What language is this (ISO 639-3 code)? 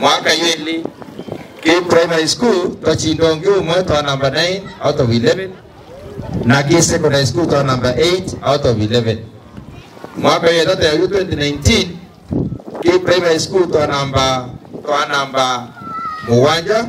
mer